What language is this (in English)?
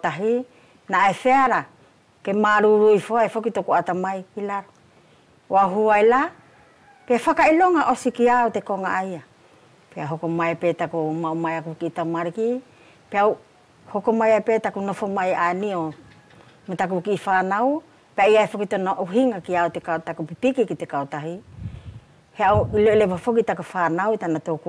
Wallisian